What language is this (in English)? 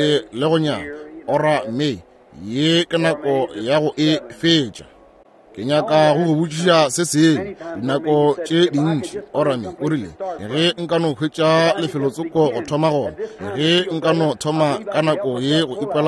Northern Sotho